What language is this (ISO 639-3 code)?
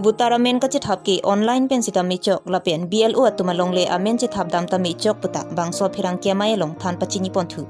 mjw